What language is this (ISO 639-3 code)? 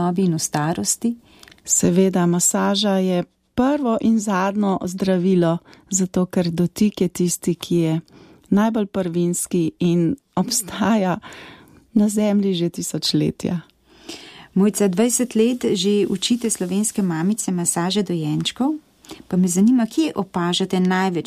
slv